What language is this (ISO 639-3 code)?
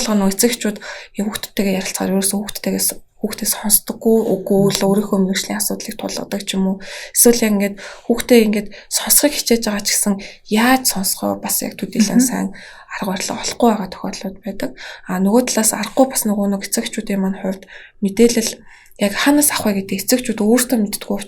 mon